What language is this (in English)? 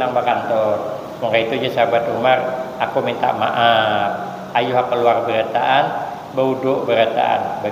Banjar